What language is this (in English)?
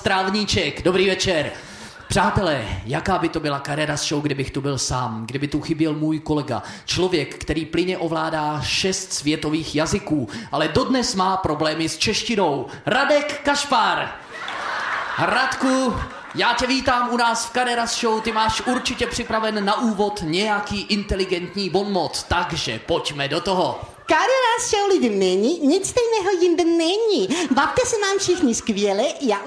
Czech